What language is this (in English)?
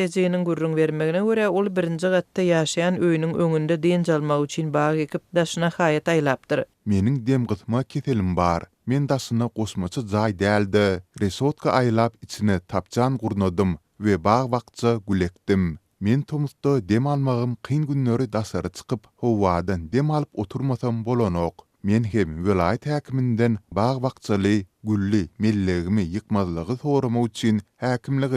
Turkmen